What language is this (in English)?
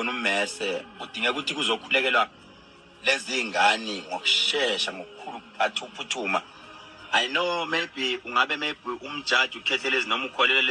Zulu